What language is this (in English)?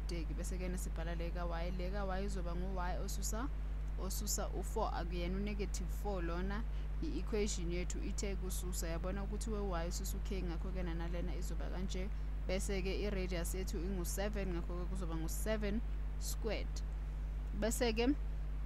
Zulu